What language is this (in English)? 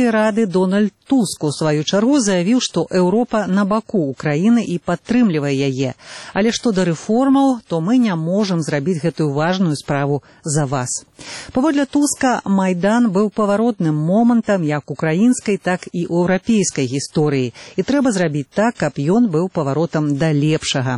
Belarusian